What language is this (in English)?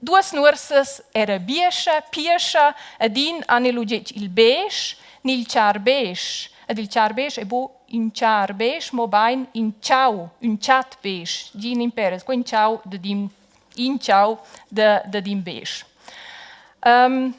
Romansh